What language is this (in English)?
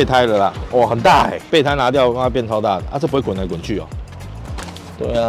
Chinese